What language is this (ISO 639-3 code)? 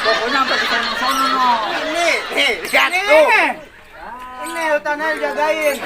bew